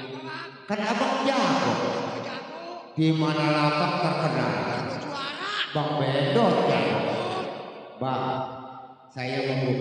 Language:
Betawi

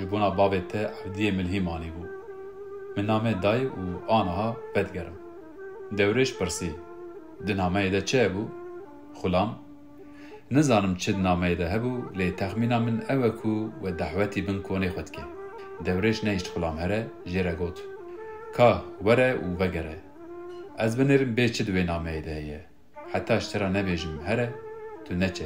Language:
Kurdish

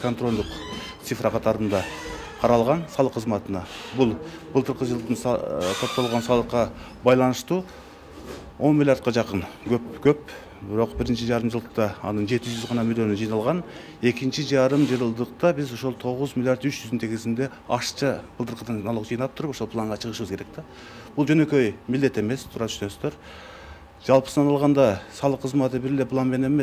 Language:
Kyrgyz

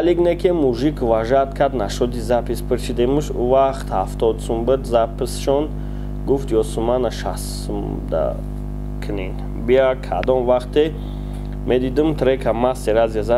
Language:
Tajik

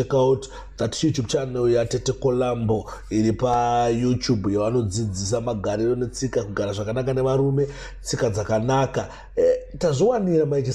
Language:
Shona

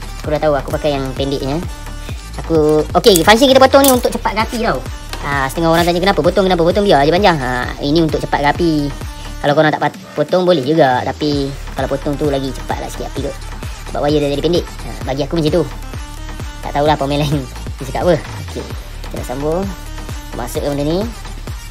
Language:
Malay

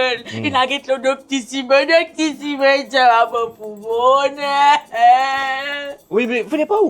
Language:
Morisyen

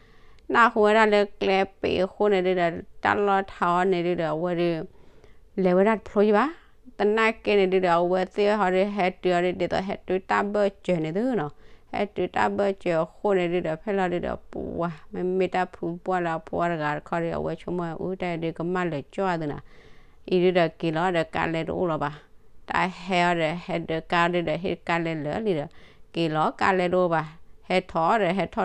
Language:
S'gaw Karen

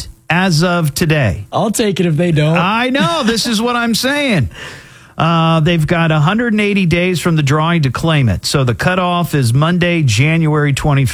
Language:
English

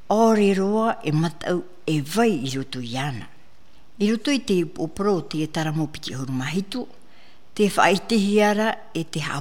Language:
Tahitian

